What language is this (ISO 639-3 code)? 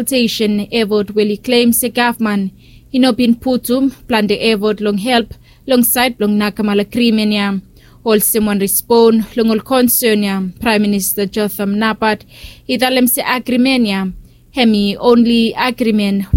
bis